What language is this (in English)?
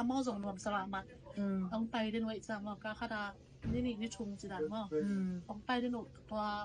Tedim Chin